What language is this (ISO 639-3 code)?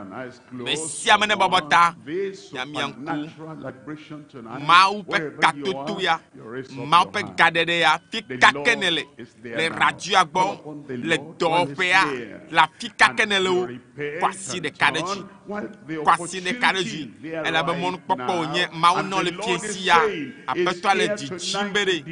ewe